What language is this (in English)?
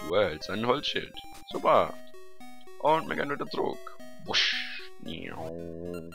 Swiss German